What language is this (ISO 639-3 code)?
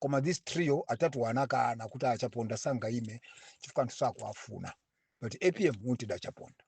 nya